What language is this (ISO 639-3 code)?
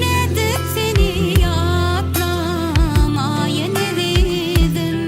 tuk